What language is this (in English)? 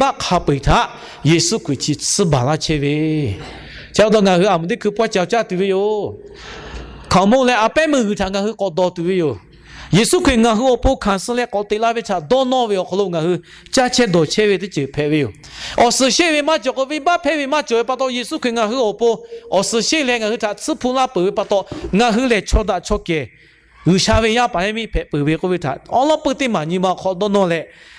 Lahu